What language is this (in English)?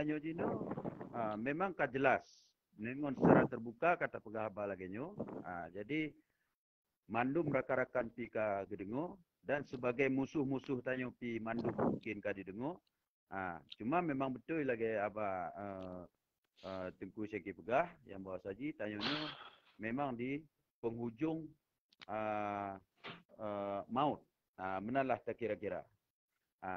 Achinese